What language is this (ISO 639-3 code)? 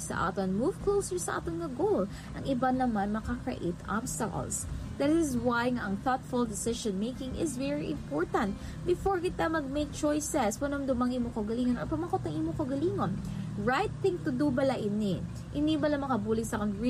hil